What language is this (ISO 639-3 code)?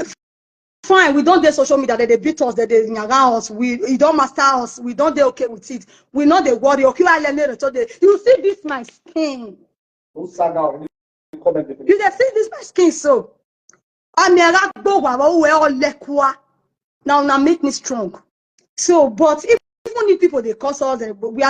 pcm